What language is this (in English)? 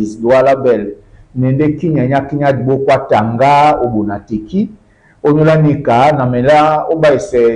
Duala